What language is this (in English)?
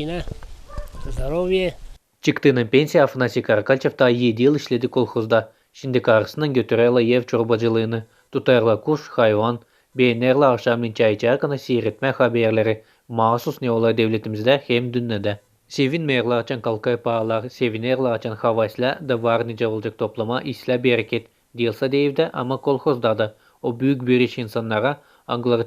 Gagauz